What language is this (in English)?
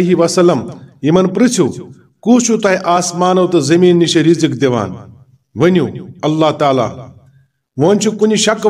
Kashmiri